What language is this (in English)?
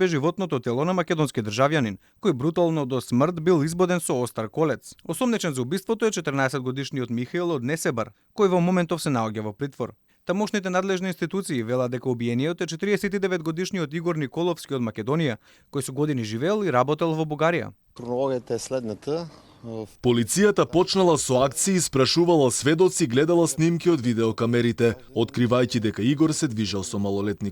Macedonian